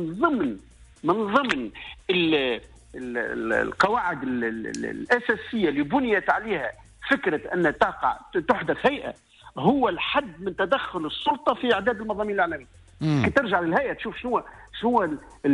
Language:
Tunisian Arabic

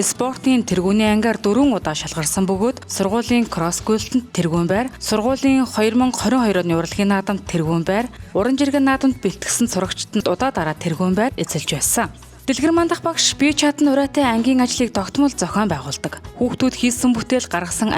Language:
Mongolian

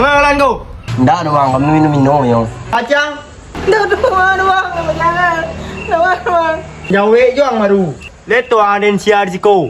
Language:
Minangkabau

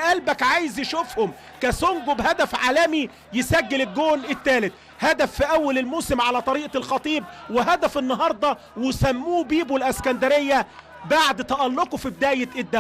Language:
Egyptian Arabic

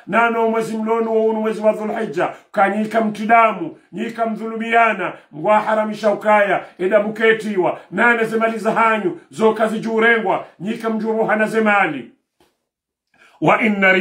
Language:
Swahili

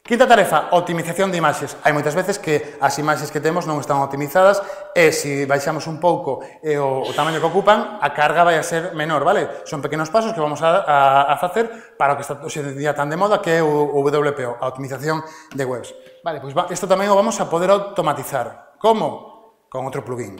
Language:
Galician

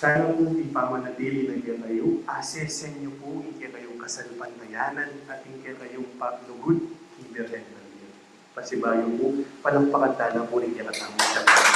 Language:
Pampanga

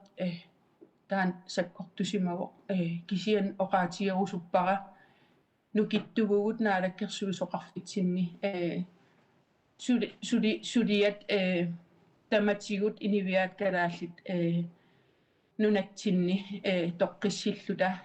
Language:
Kalaallisut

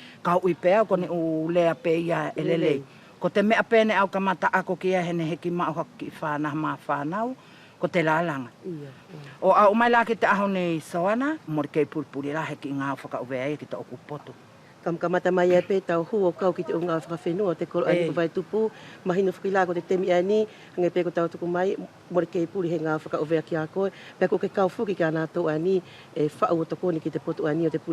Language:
Wallisian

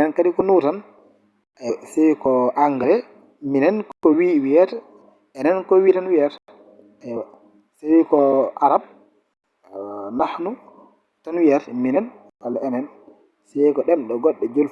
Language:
Fula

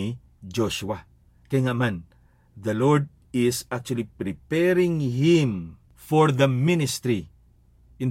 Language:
Hiligaynon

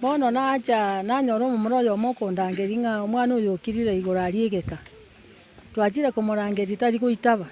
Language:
Gusii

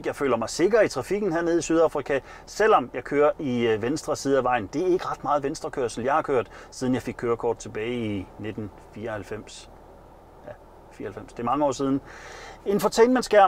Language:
Danish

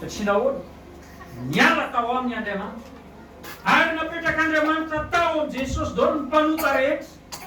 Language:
Malagasy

